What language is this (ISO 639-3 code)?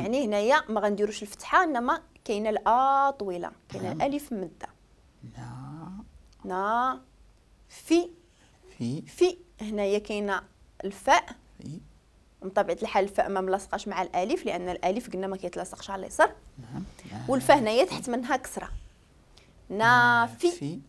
ary